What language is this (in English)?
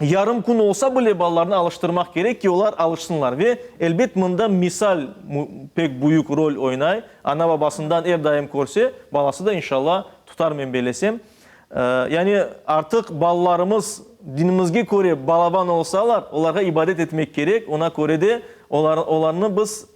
Crimean Tatar